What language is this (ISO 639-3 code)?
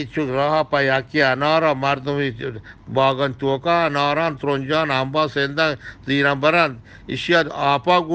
bgp